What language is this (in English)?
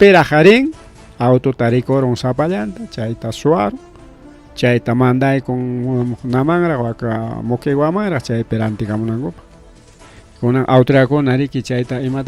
Ayacucho Quechua